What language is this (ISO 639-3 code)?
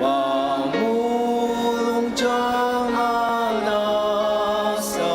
njo